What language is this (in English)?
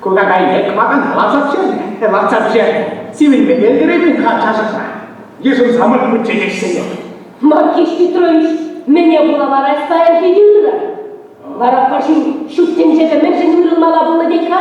Chuvash